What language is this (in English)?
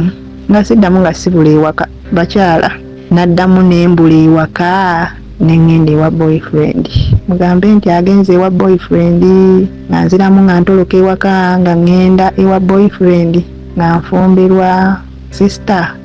Ganda